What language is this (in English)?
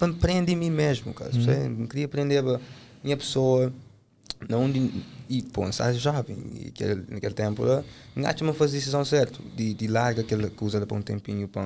Kabuverdianu